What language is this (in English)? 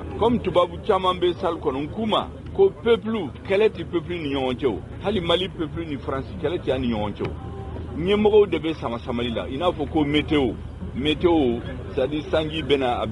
Bambara